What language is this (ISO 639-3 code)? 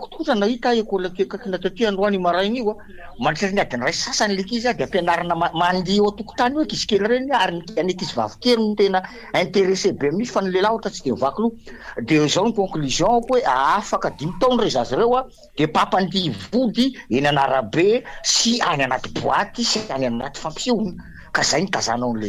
mlg